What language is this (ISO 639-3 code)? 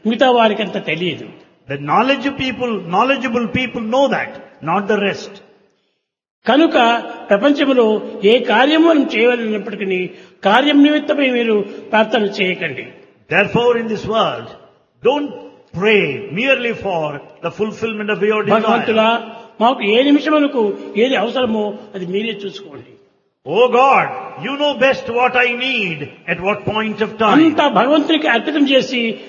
tel